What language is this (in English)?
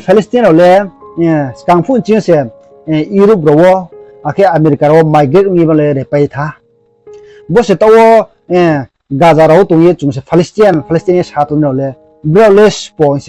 Riang (India)